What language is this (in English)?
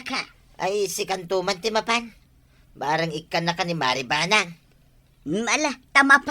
Iloko